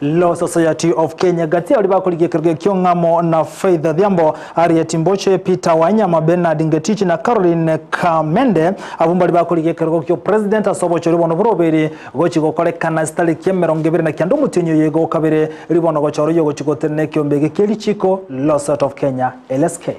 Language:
Gusii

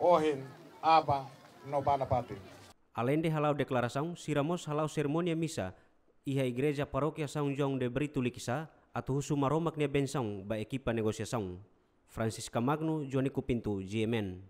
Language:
Tetum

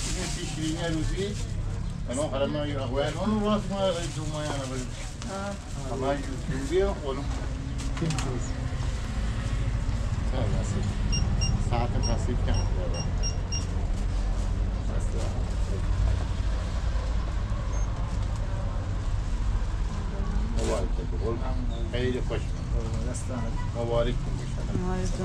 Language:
Persian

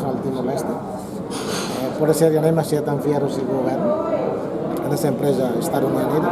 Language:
Tetum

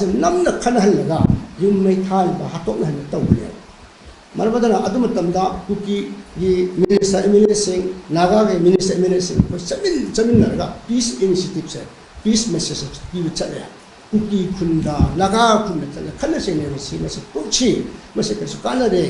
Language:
Manipuri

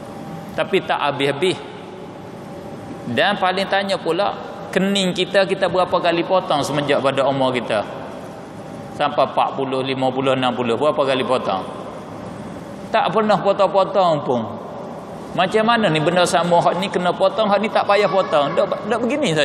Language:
Malay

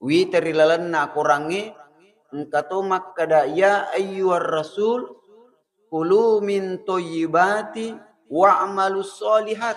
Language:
Buginese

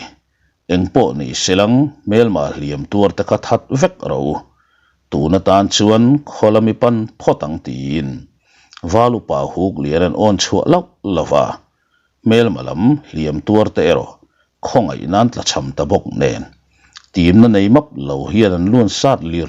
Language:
Mizo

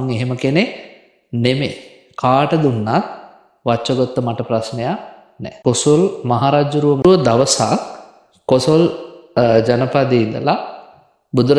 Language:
Sinhala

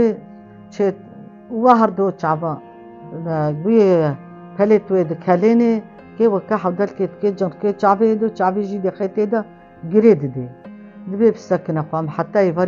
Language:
Kurdish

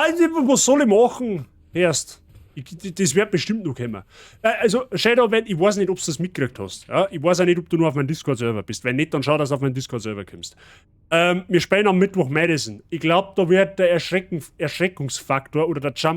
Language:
Bavarian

